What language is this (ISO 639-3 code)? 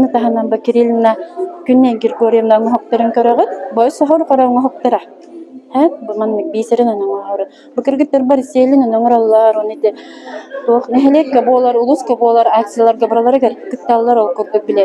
sah